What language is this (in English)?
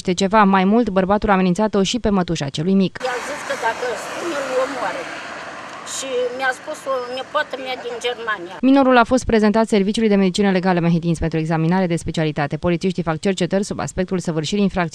Romanian